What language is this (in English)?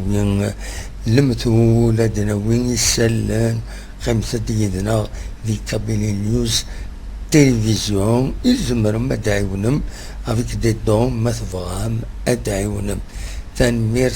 Kabyle